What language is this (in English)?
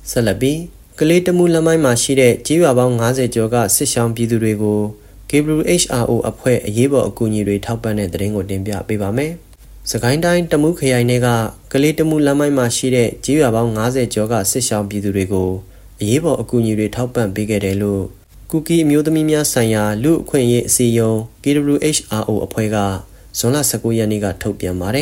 Burmese